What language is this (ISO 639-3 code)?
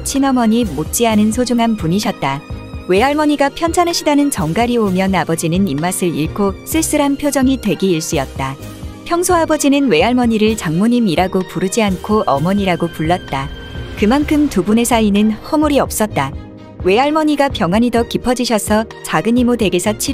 kor